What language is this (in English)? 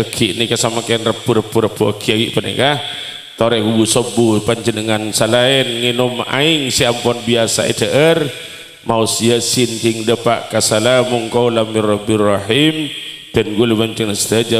Madurese